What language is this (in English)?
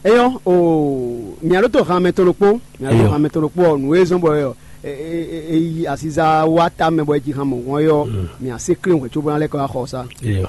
Fon